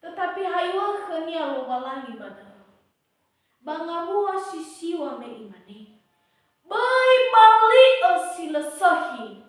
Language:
Nias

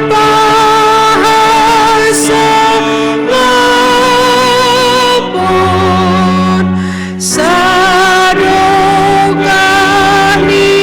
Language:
Batak Simalungun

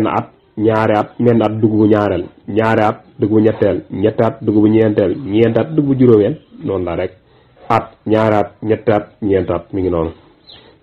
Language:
Wolof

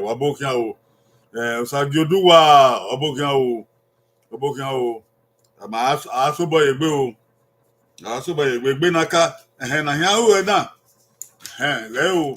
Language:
Bini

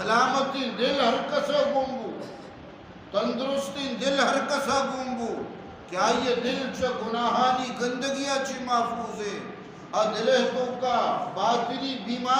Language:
Eastern Balochi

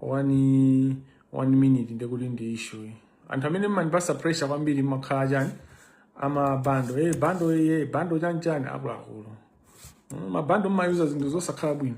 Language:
Nyanja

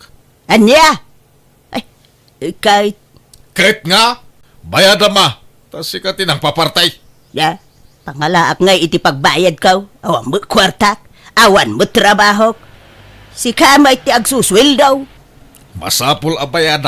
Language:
Iloko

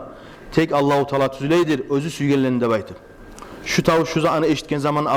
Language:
Kumyk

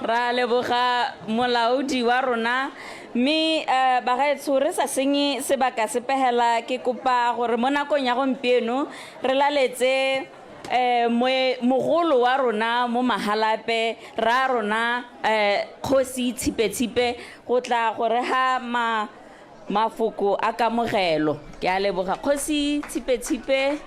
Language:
Tswana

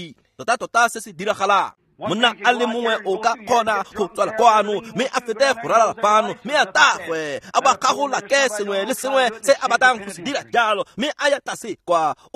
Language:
Tswana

